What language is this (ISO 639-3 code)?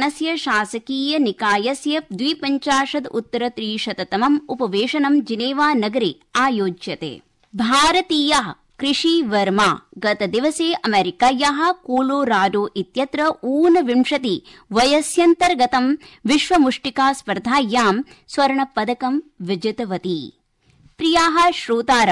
san